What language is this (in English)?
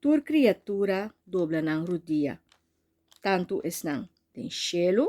Papiamento